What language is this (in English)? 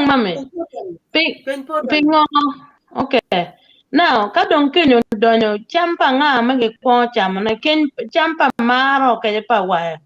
Acoli